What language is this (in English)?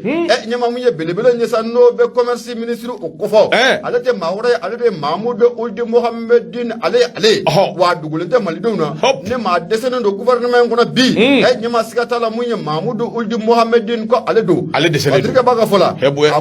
Bambara